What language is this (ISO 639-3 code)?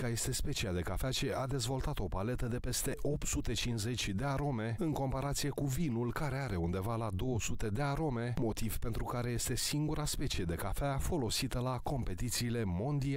ron